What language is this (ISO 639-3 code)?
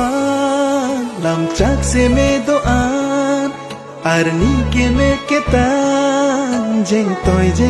mjw